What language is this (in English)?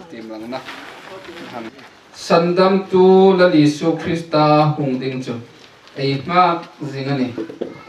Hmar